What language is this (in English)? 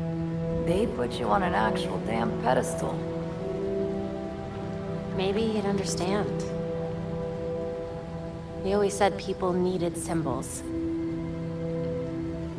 English